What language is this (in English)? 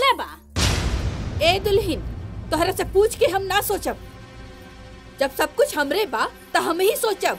Bhojpuri